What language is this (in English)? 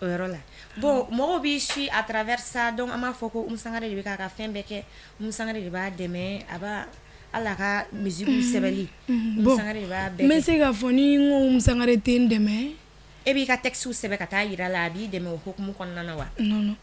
Bambara